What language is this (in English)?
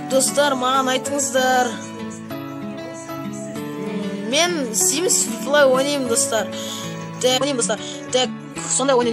Kazakh